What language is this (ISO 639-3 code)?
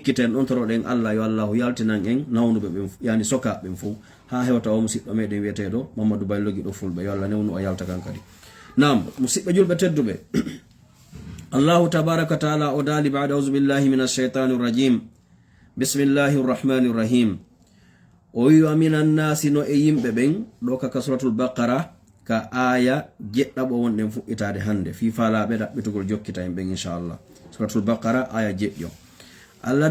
ful